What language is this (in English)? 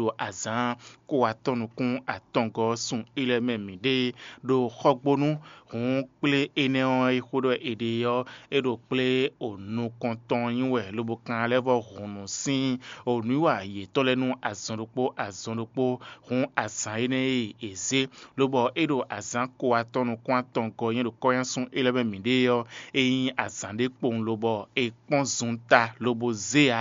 Fon